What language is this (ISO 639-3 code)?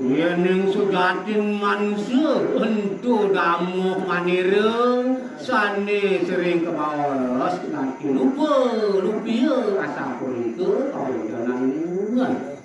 ban